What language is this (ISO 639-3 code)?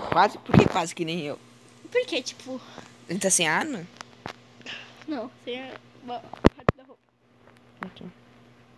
por